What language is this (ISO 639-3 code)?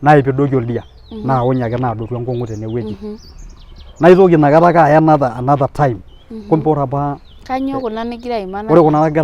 mas